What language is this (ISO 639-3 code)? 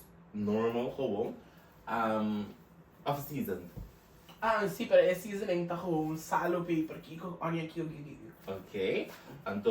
pap